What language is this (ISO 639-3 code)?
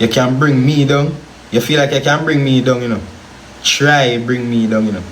jam